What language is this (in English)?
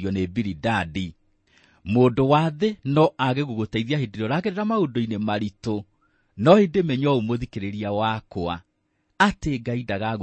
Kikuyu